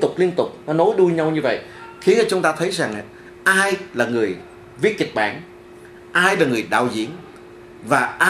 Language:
Vietnamese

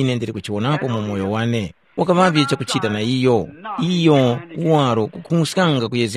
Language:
Tumbuka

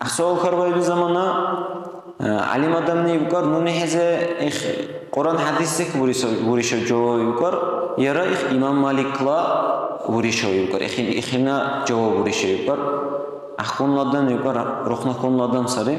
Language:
Dargwa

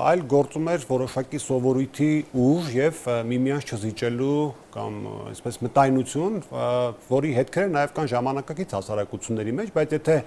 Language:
Armenian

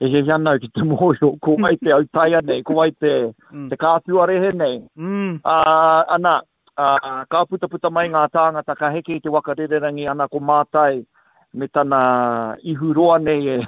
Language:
Māori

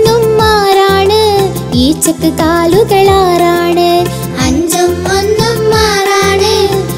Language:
Malayalam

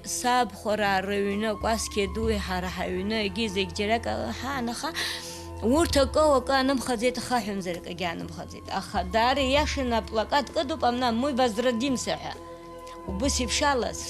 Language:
Abkhazian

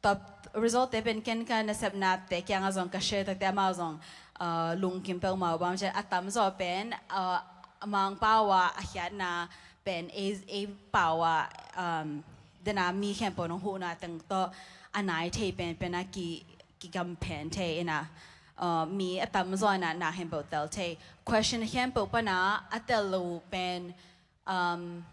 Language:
Tedim Chin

